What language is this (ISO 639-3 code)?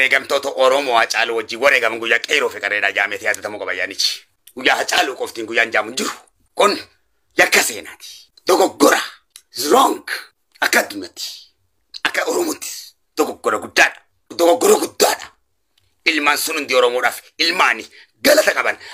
orm